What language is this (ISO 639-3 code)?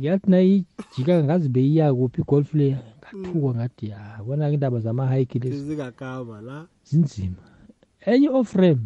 nbl